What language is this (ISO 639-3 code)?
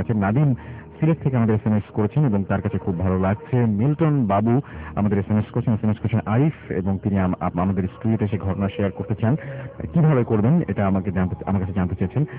ben